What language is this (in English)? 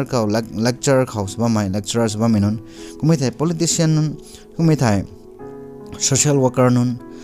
Rongmei Naga